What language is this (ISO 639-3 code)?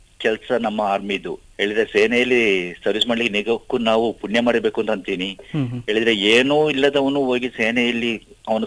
kan